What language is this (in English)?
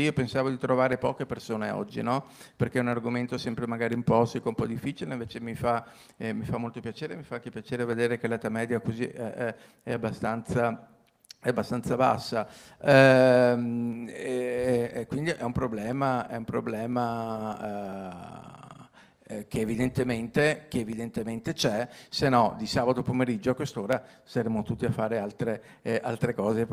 Italian